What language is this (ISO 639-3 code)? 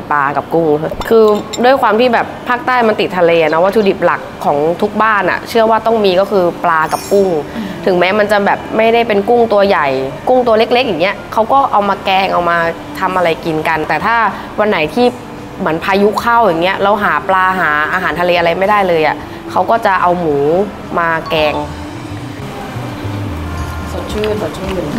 tha